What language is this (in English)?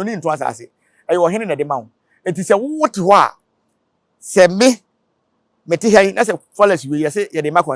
Akan